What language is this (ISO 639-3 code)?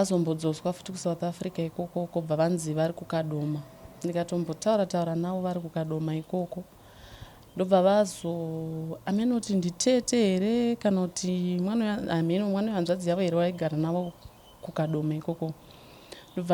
sna